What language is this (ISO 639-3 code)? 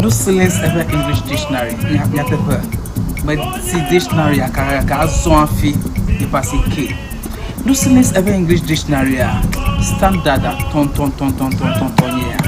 ewe